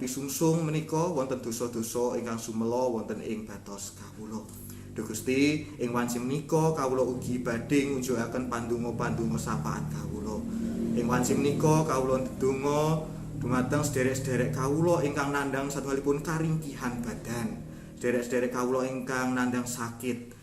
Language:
Javanese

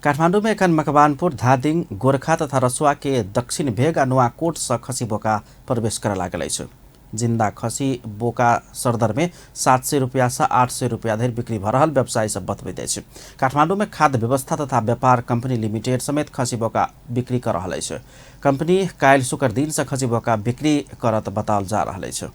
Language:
Maithili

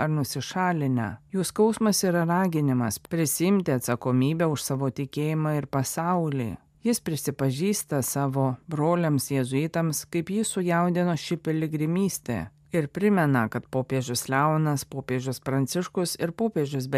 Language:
Lithuanian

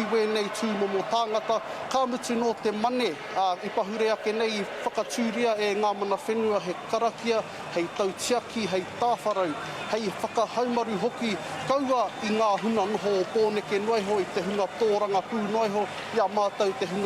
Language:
Māori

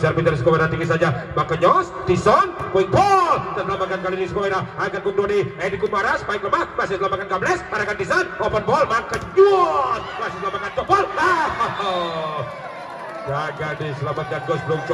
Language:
Indonesian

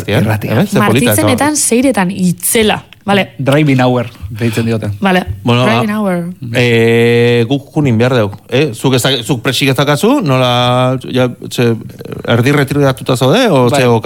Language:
Basque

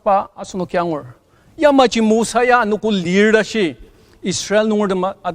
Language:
Ao Naga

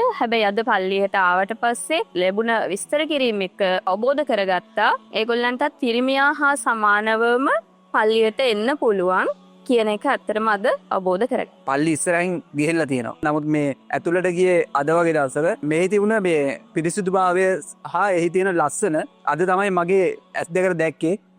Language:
Sinhala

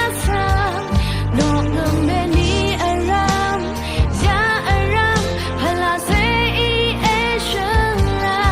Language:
Rawang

